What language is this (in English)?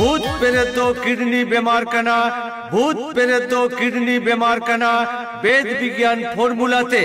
Santali